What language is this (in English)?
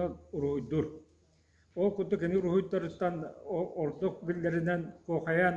Yakut